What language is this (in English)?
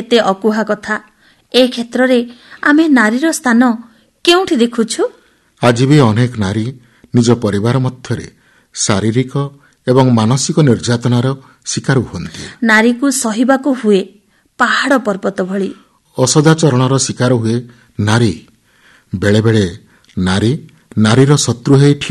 Odia